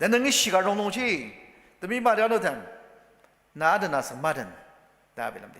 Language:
Ao Naga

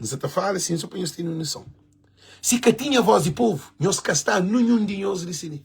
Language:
Kabuverdianu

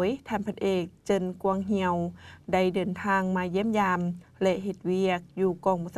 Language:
Lao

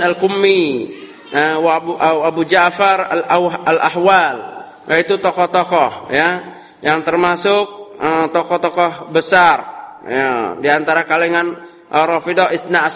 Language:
Indonesian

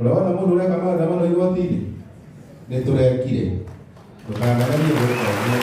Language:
Kikuyu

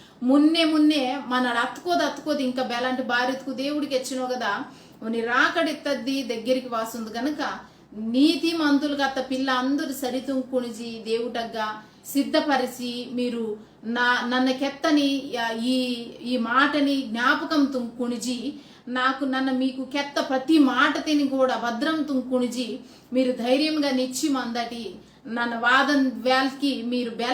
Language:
Koya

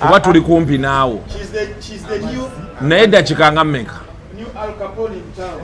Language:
Ganda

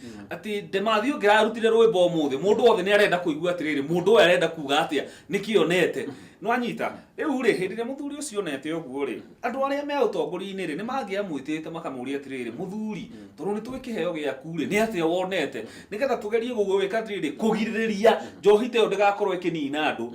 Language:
Kikuyu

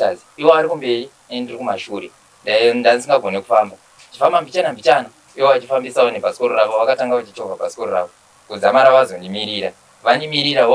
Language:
Shona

